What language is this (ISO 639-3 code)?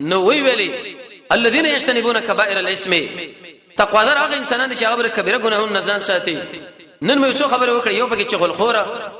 pus